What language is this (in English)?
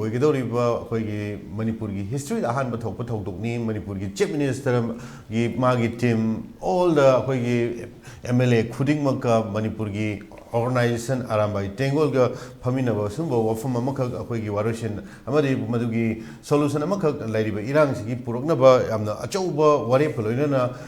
Manipuri